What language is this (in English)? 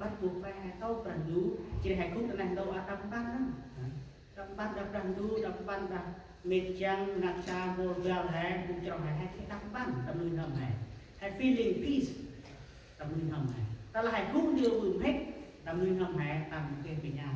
Central Mnong